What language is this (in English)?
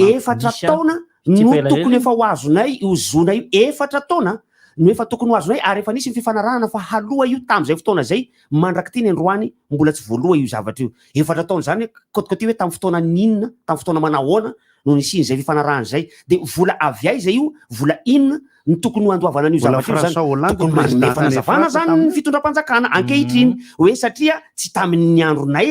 Malagasy